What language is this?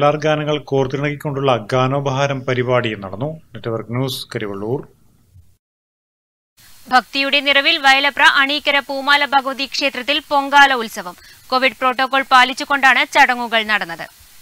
Malayalam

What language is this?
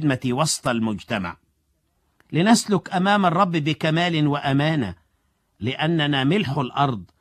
Arabic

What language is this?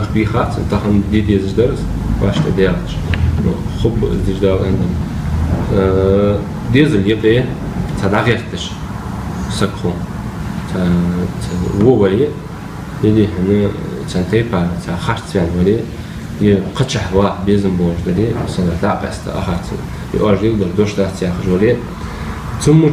Ingush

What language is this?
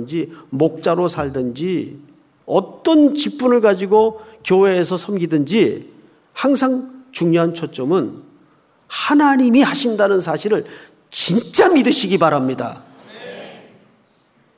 Korean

